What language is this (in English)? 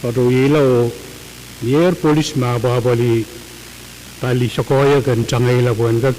Pohnpeian